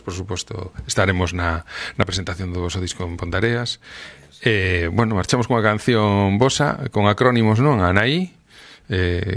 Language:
Galician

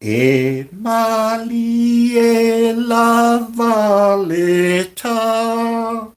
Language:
Samoan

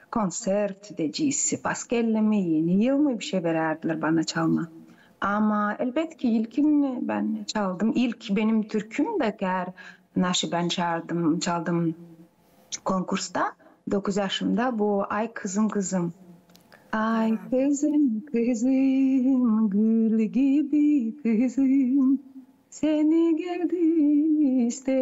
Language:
Gagauz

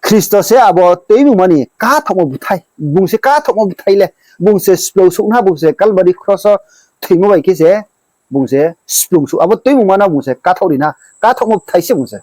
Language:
Riang (India)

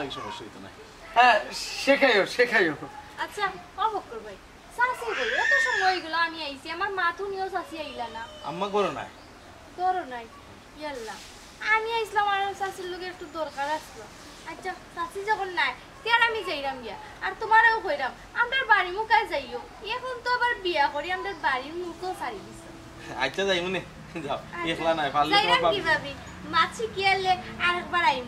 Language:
Sylheti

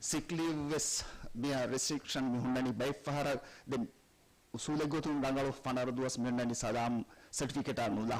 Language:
Divehi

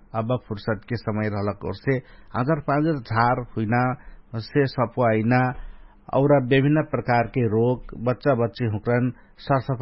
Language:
Dangaura Tharu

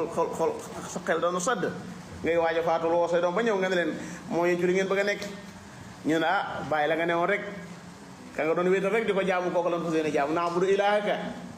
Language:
Wolof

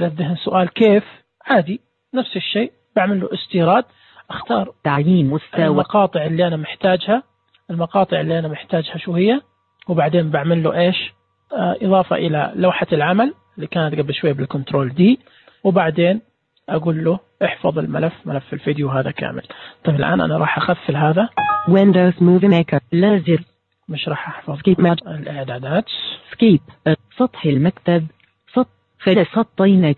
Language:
Najdi Arabic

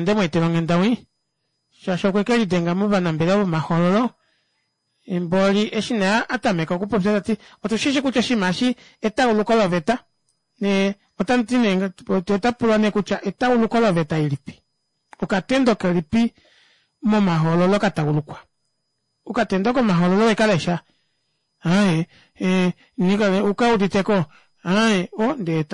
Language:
Kuanyama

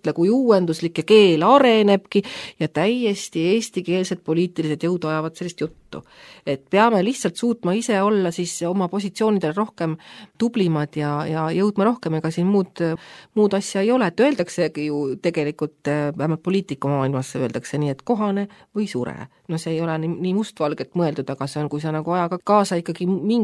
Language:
Estonian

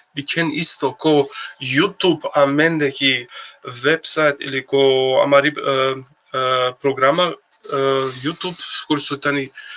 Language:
Balkan Romani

